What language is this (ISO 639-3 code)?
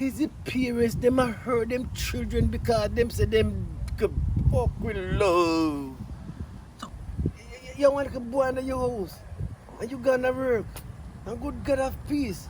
jam